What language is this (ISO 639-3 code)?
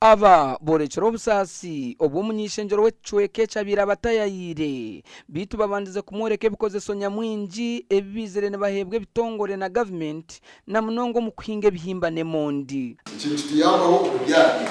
nyn